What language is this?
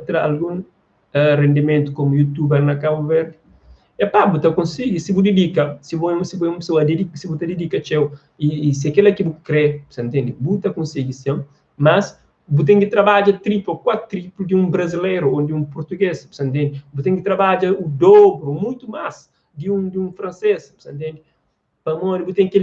Kabuverdianu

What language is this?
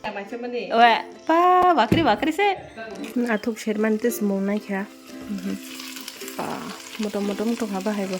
Kok Borok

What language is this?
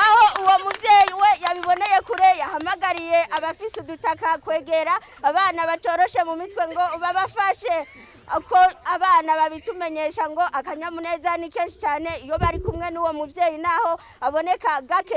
Rundi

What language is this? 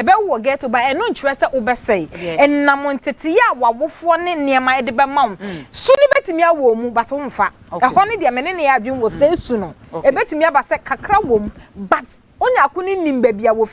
Akan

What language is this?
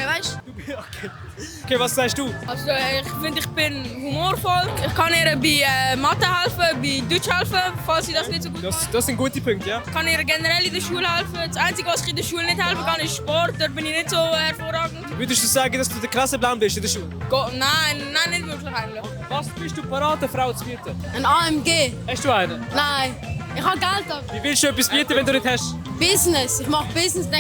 Swiss German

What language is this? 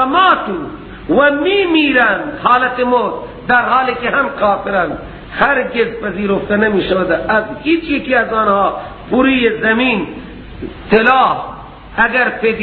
Persian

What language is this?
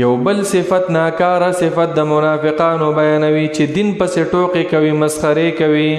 Pashto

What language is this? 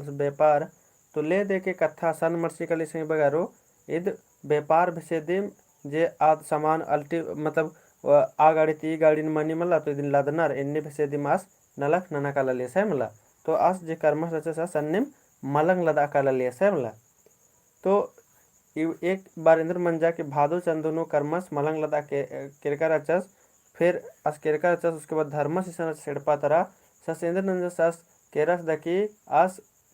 Kurukh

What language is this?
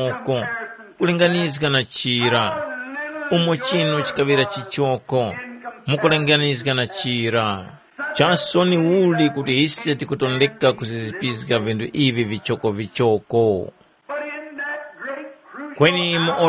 Tumbuka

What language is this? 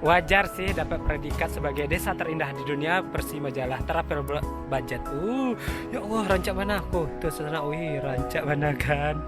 Minangkabau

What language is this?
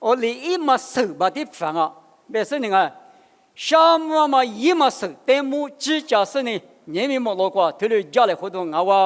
Lisu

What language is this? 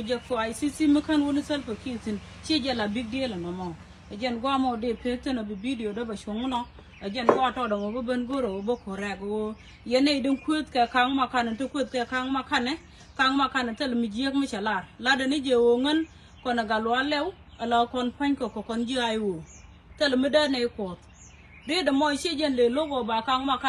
Nuer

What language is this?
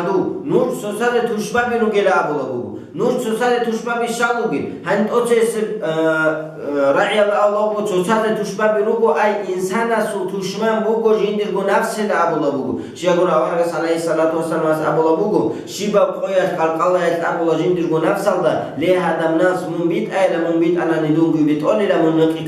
Avaric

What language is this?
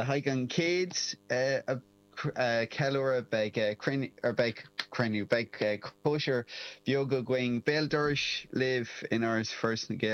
Irish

